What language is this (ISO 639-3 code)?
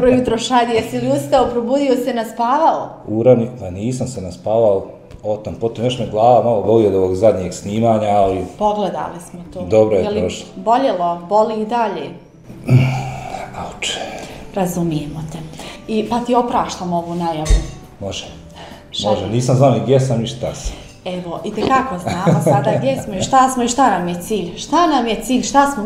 bos